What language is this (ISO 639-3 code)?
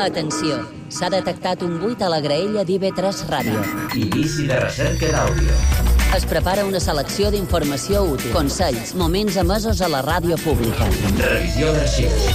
cat